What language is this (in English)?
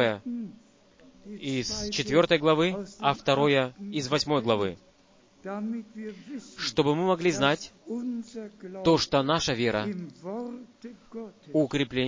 Russian